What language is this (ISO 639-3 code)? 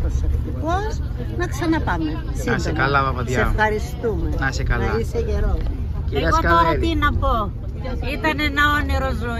ell